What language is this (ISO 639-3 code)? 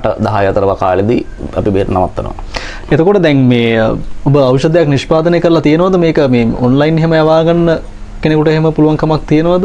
sin